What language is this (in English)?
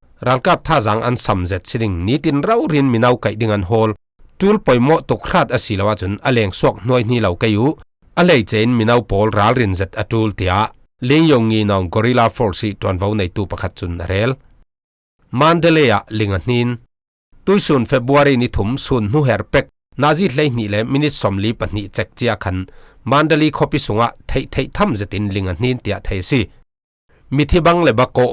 Falam Chin